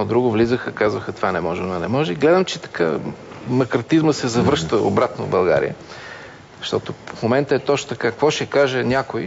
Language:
Bulgarian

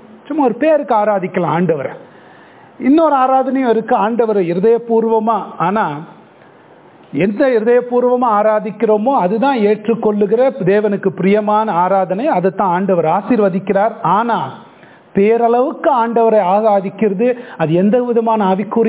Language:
Tamil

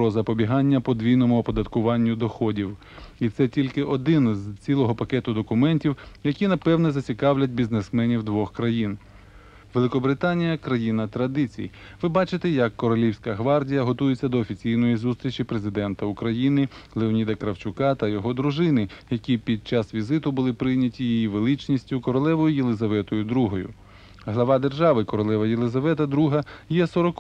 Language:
Ukrainian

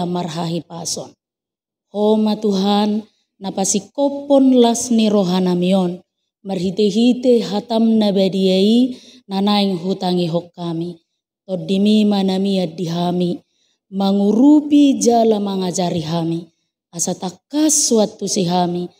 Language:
Batak Toba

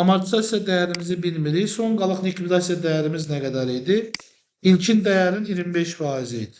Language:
Azerbaijani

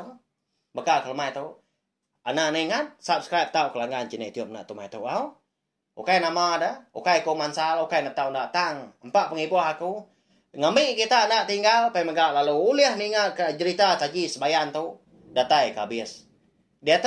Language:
Iban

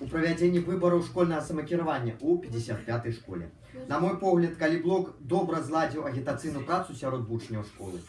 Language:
Belarusian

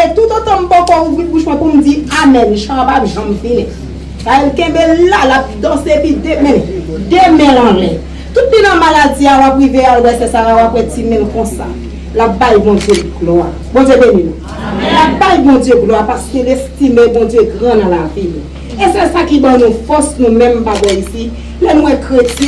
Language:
Haitian Creole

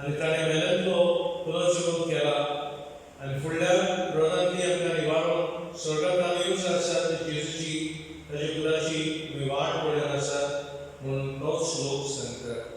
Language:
Konkani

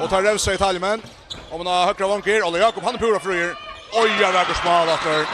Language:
Faroese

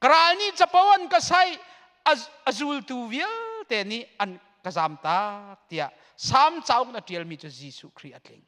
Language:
Hakha Chin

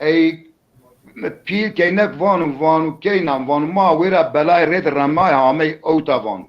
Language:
Zaza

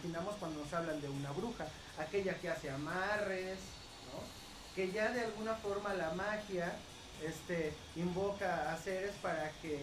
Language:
Spanish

